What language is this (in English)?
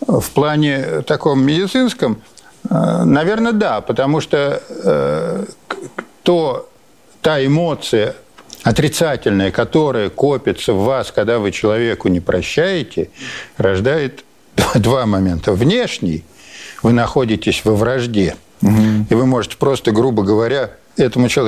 Russian